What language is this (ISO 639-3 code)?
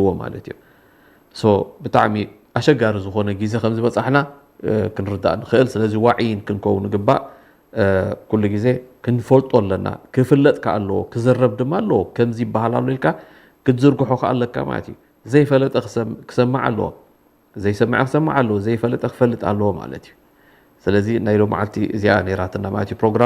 tir